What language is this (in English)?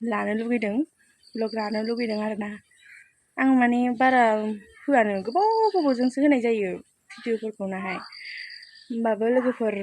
Bodo